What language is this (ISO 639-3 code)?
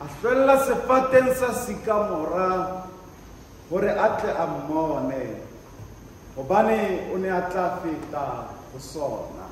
sot